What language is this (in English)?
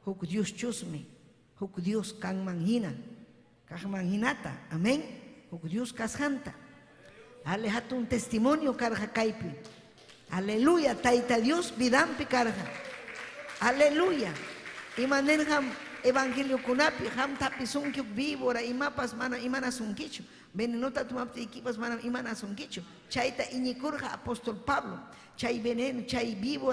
Ayacucho Quechua